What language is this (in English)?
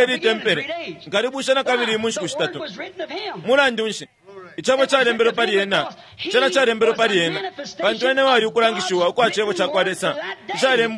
Bemba